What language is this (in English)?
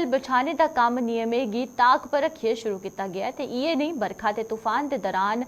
Dogri